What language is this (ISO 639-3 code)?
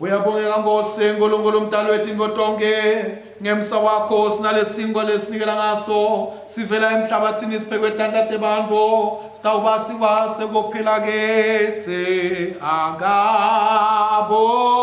ssw